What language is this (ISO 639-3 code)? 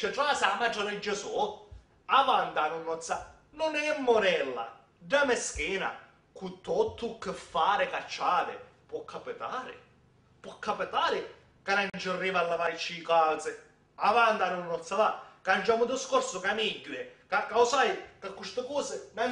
scn